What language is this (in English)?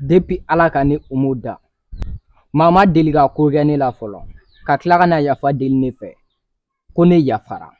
Bambara